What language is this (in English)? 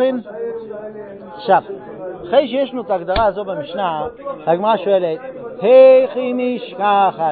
Hebrew